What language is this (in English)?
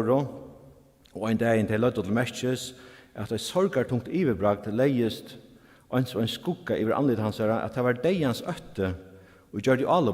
Faroese